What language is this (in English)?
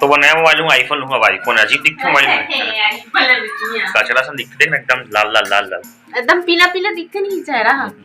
Chhattisgarhi